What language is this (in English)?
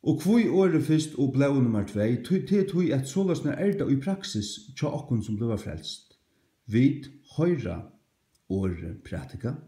Faroese